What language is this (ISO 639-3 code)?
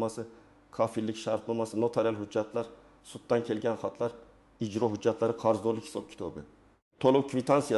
uzb